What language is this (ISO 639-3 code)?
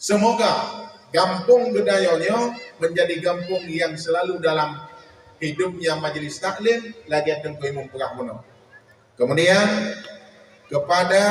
ace